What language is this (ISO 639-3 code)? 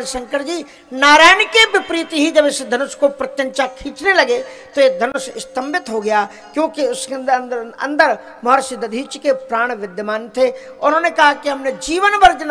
hin